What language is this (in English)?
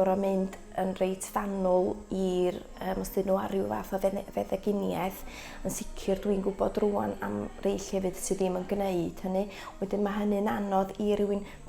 Welsh